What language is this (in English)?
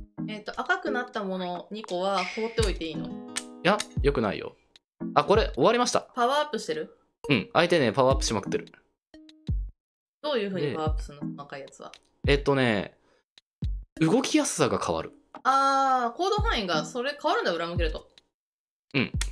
Japanese